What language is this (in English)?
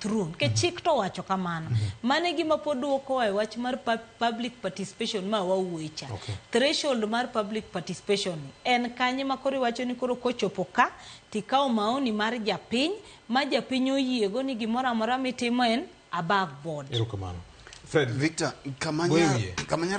Luo (Kenya and Tanzania)